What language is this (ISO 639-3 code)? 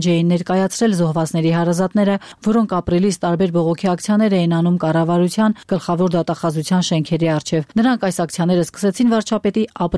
hye